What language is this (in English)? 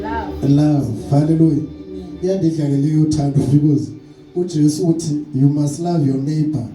Zulu